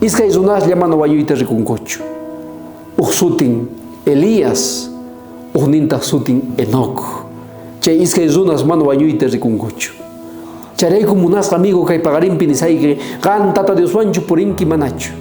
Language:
South Bolivian Quechua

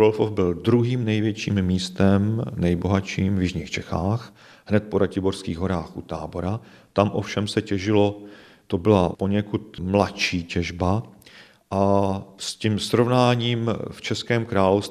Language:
Czech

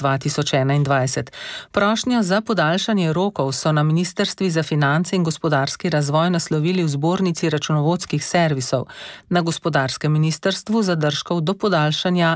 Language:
Slovenian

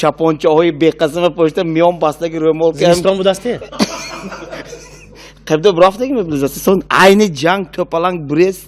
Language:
Tajik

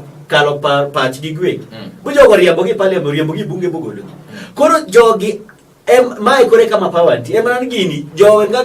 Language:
Luo (Kenya and Tanzania)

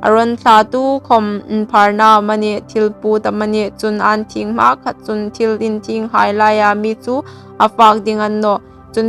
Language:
Hmar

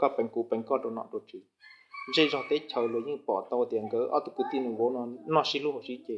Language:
Hmong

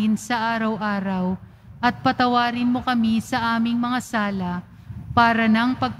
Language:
Filipino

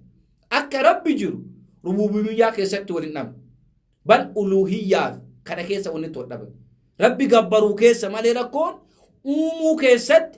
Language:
Oromo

